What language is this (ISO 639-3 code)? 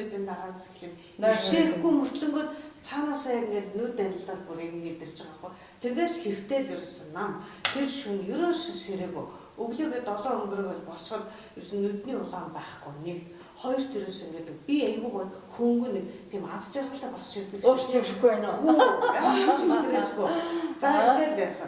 mon